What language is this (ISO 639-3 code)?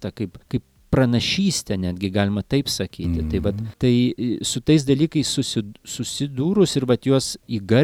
lit